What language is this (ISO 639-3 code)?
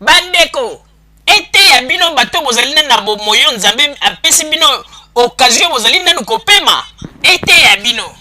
lin